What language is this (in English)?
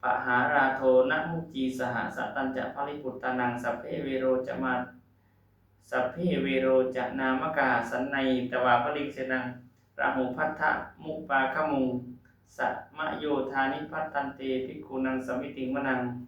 Pali